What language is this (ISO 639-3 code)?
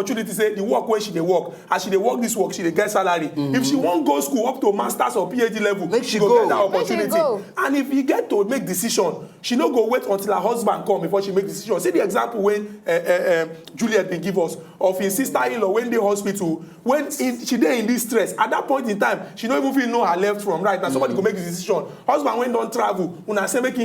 pcm